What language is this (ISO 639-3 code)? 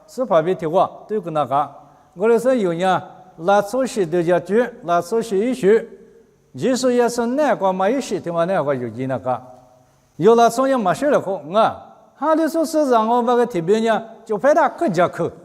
lis